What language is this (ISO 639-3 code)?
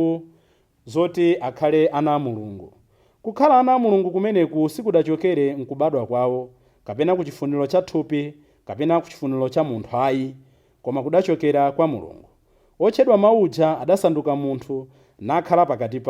nya